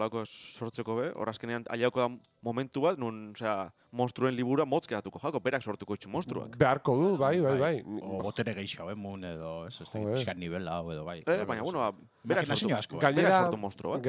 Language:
Basque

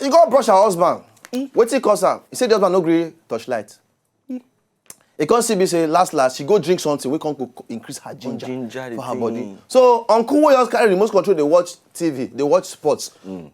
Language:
Nigerian Pidgin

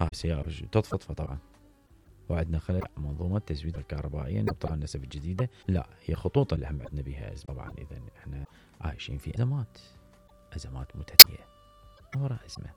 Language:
Mesopotamian Arabic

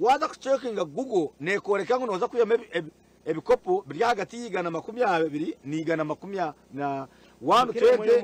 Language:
Nyankole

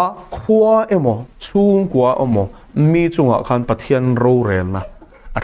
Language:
Mizo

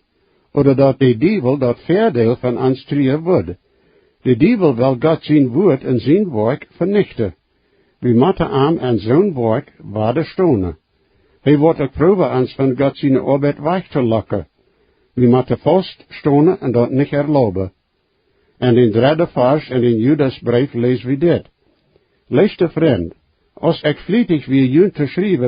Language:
Plautdietsch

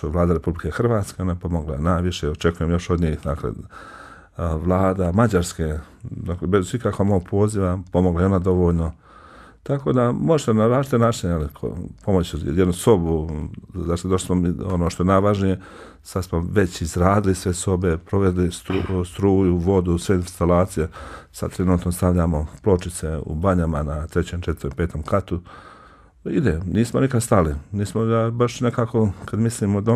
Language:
Bosnian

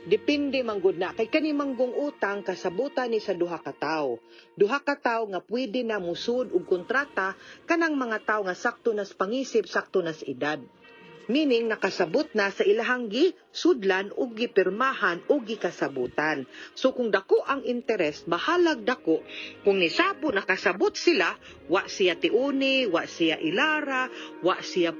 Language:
Cebuano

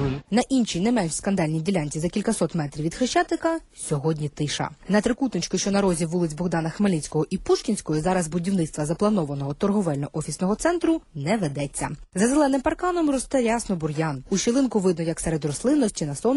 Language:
Ukrainian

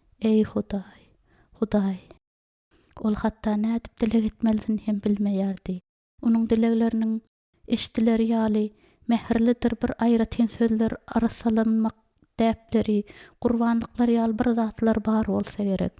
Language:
Turkmen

